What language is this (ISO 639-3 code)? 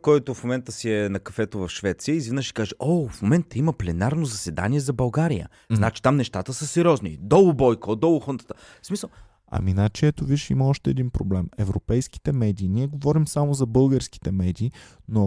bul